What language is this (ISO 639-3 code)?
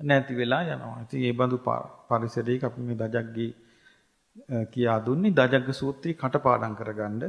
sin